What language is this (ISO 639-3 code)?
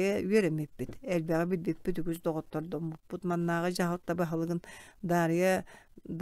sah